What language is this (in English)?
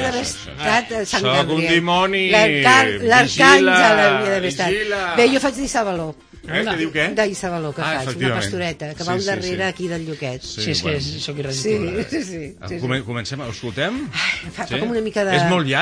Catalan